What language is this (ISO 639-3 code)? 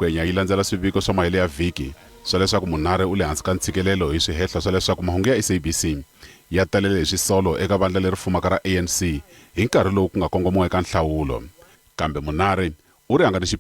tso